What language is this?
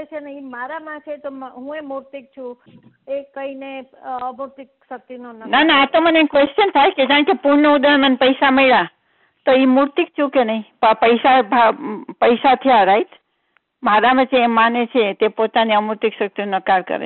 Gujarati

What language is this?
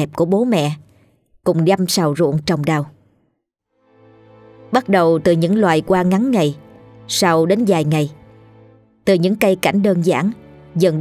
Vietnamese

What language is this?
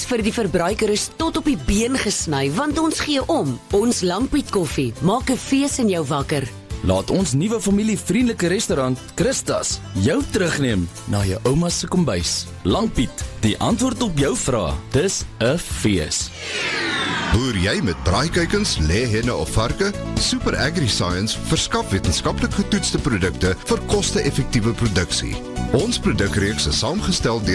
Afrikaans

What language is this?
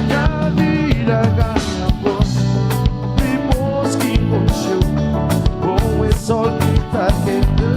Kabuverdianu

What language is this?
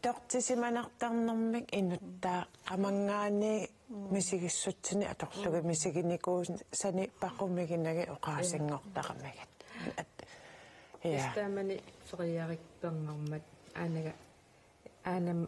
Kalaallisut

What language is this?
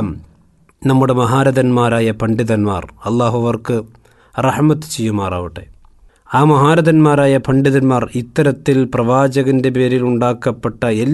Malayalam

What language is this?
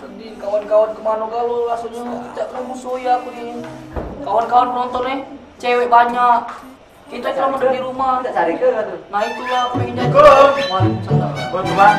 Musi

